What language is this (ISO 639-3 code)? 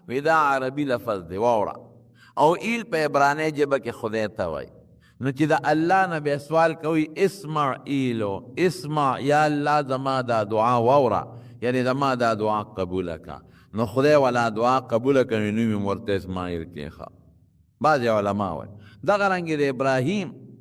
pus